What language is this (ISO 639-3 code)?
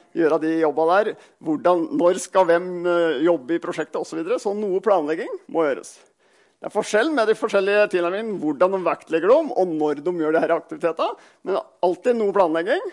nor